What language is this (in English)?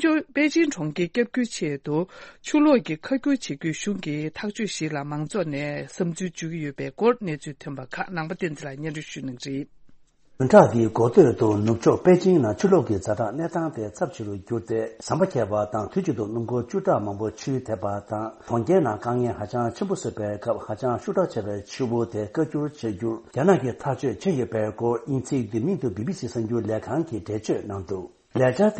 Tibetan